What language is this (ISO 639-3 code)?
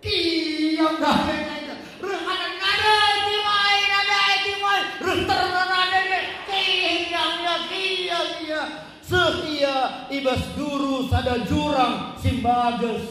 btx